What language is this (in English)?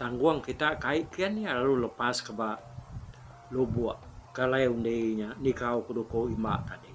Iban